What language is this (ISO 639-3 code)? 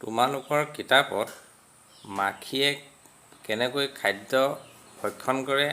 asm